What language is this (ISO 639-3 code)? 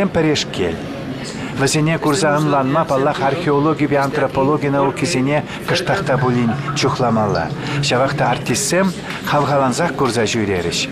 chv